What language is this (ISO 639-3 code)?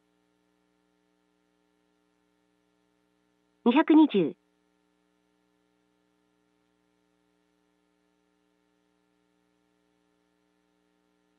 jpn